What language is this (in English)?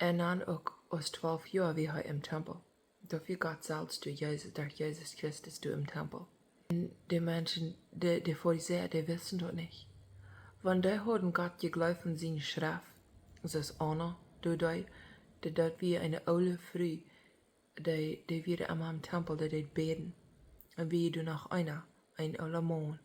Plautdietsch